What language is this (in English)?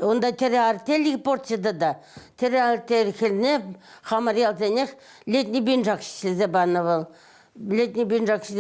Chuvash